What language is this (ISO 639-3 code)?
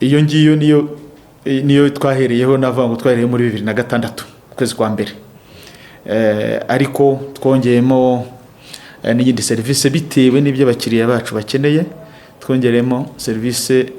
kin